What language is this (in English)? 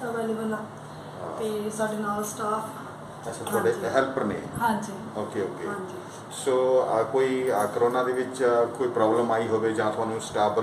Punjabi